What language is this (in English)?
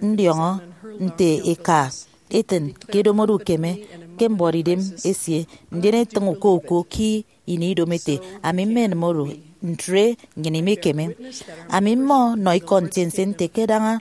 Efik